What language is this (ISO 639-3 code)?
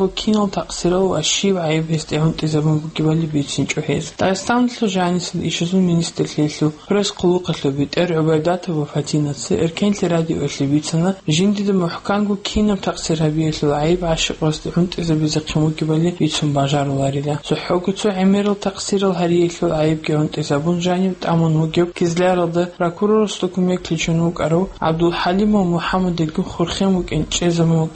ava